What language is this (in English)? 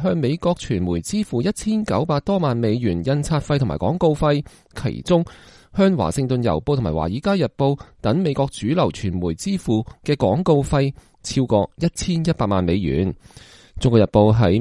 Cantonese